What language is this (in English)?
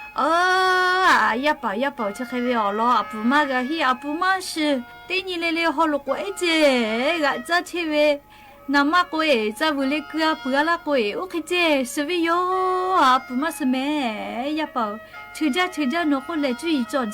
Lahu